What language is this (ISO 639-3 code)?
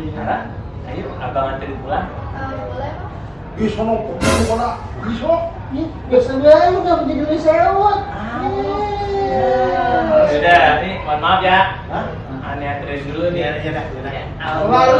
bew